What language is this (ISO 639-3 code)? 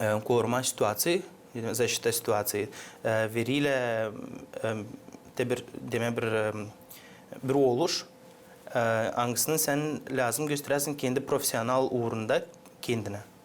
gag